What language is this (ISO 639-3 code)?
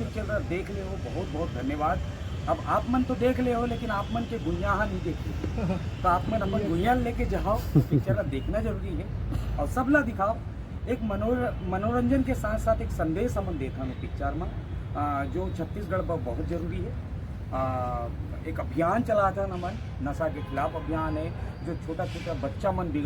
hne